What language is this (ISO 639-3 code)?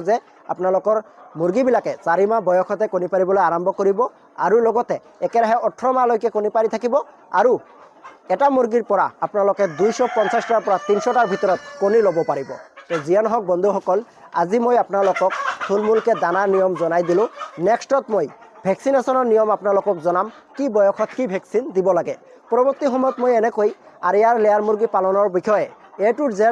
asm